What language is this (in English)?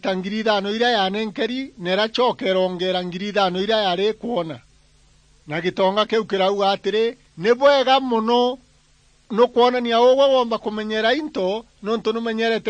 Meru